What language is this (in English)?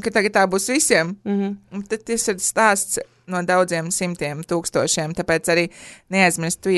Latvian